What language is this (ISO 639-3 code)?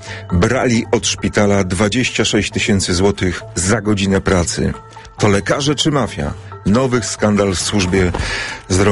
pol